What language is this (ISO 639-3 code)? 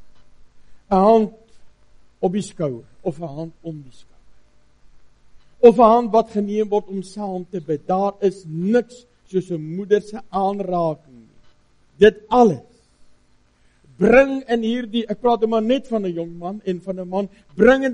afr